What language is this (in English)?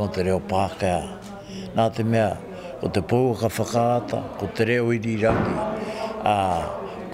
Māori